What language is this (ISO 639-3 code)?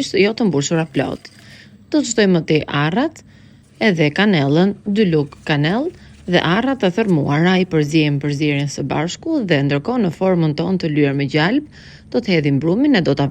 sqi